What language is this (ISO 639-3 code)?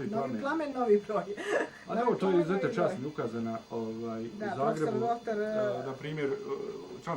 bos